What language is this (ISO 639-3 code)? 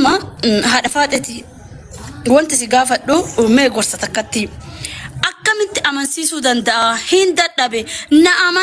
orm